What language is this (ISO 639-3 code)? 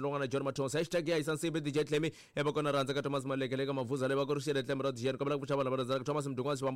tso